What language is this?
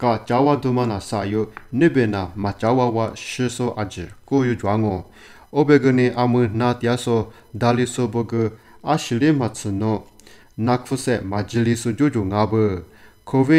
Lisu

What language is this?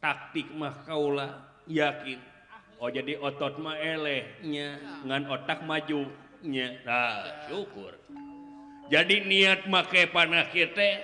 Sundanese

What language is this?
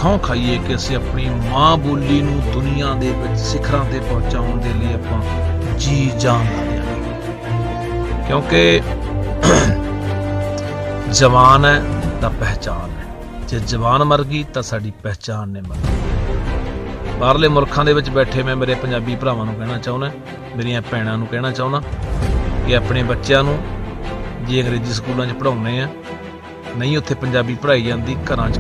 Punjabi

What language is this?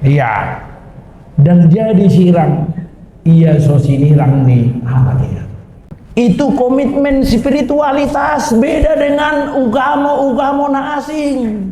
Batak Toba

